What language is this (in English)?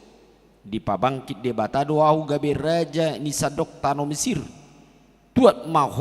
Batak Toba